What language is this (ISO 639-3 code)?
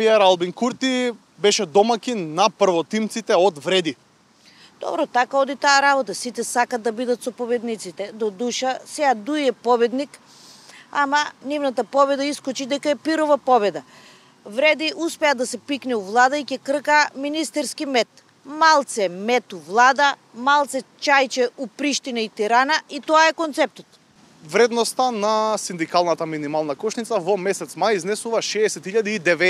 mkd